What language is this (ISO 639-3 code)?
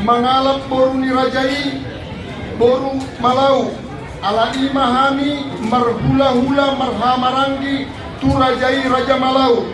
bbc